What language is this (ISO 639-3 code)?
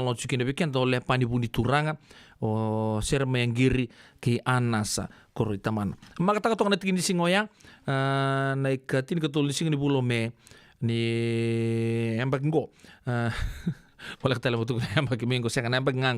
fij